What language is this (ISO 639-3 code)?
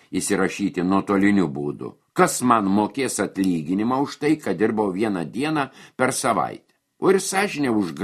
lit